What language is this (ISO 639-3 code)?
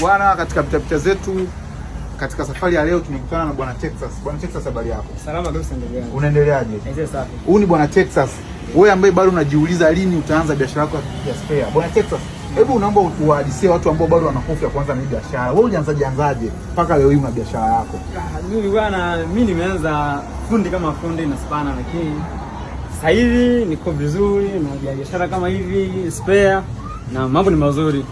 swa